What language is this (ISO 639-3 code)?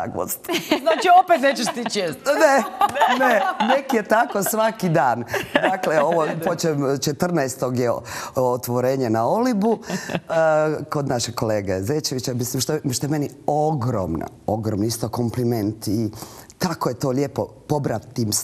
hrv